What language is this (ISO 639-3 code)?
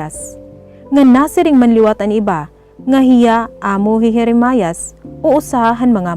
war